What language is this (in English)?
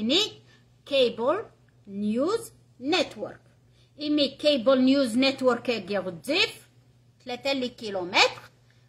Arabic